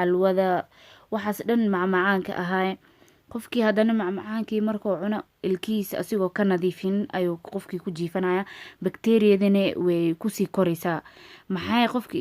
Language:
Somali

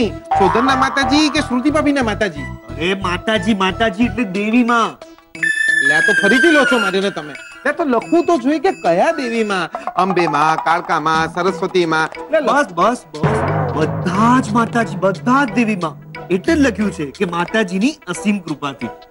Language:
Gujarati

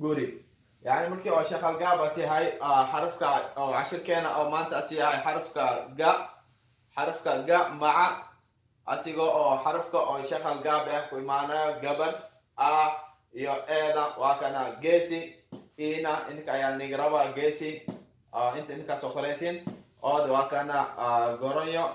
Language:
Somali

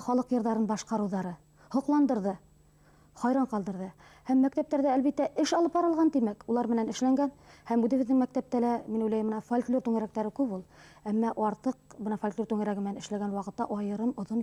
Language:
Bashkir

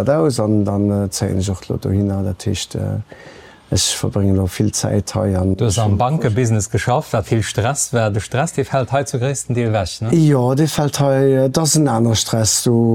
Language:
Luxembourgish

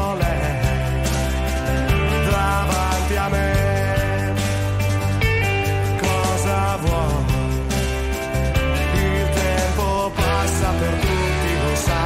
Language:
Italian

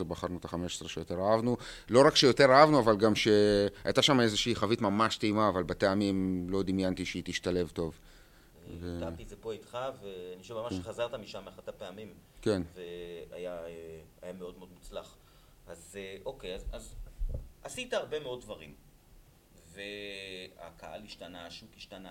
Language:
Hebrew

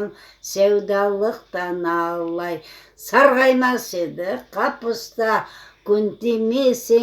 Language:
Crimean Tatar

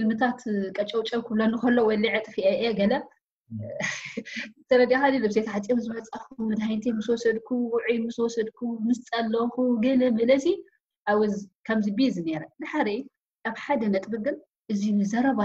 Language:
Tigrinya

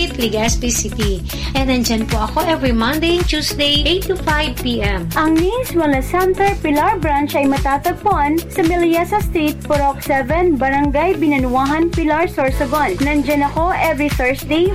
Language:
Filipino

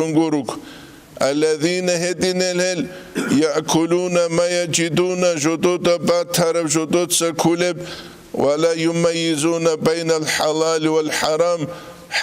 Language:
Avaric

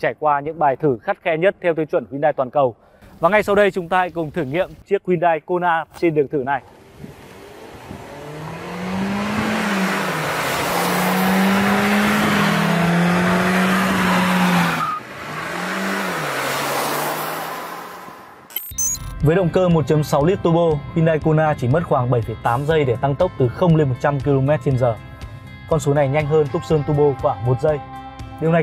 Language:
Vietnamese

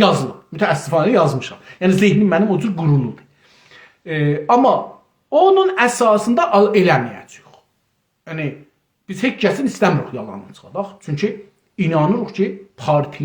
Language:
South Azerbaijani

